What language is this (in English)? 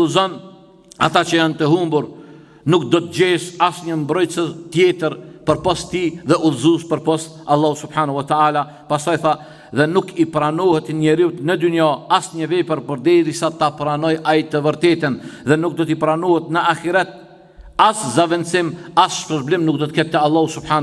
Albanian